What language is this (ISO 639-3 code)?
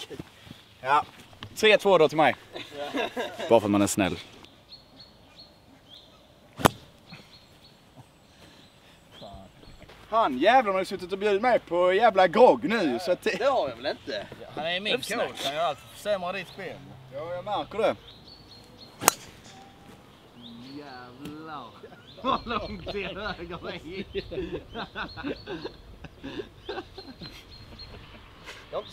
swe